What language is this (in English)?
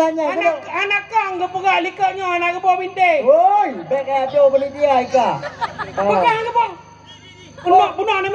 Achinese